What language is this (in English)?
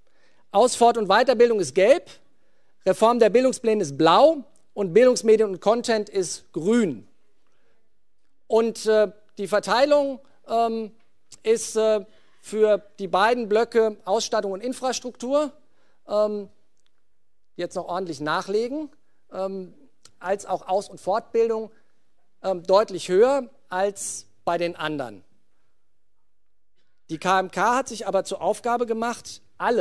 German